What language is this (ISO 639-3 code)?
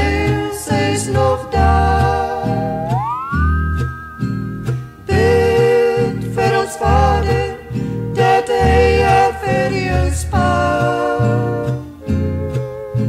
afr